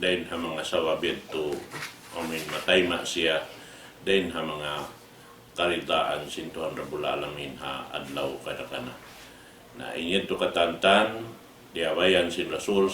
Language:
Tausug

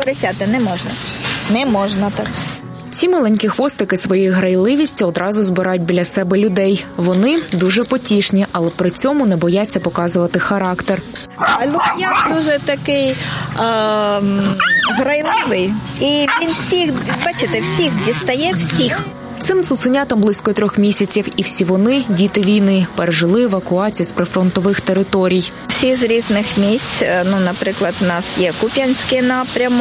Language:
Ukrainian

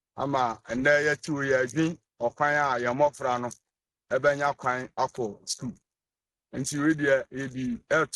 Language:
Akan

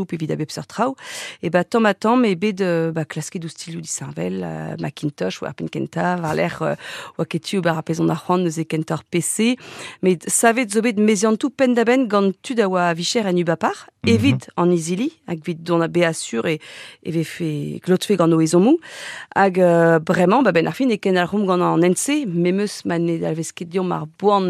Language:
Breton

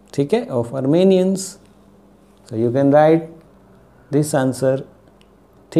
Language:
Hindi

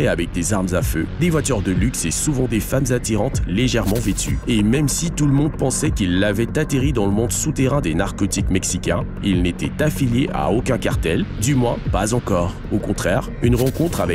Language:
French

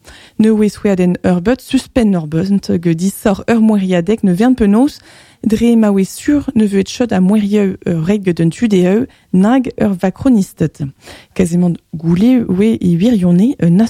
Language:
Breton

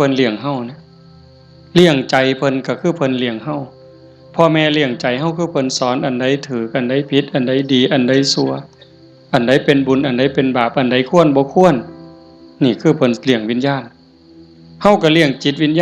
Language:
Northeastern Thai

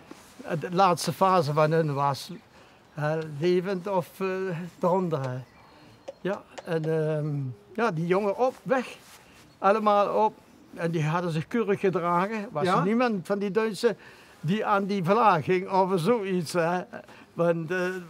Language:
Limburgish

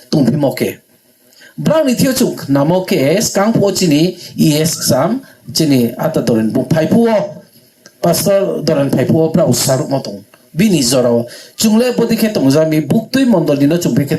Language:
Riang (India)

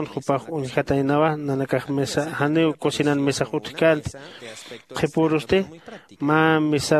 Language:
Aymara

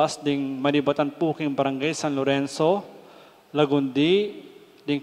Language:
Pampanga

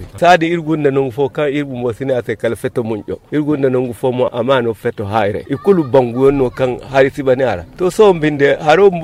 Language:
Zarma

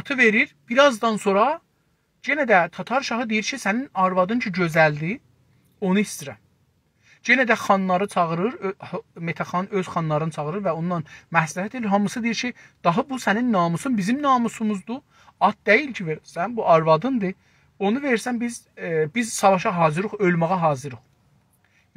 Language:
South Azerbaijani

